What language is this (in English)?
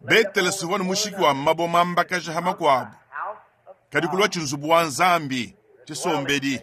Luba-Lulua